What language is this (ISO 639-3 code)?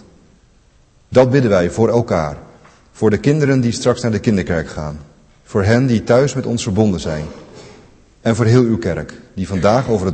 nld